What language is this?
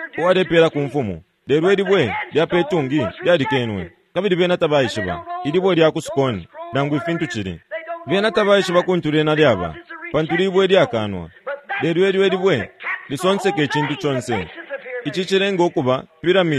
Bemba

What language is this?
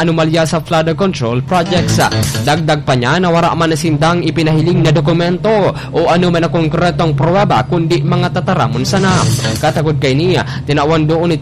Bikol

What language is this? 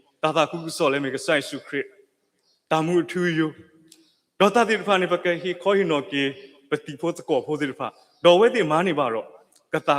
S'gaw Karen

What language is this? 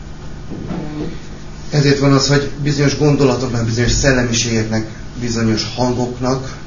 Hungarian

